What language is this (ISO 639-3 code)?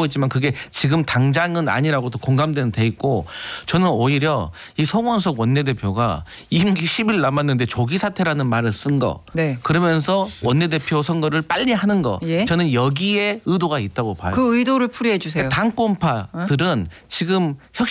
kor